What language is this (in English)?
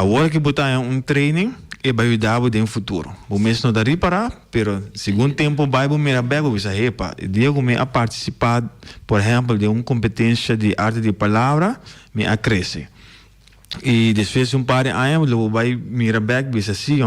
Papiamento